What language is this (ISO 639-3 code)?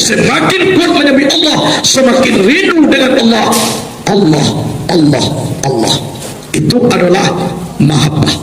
min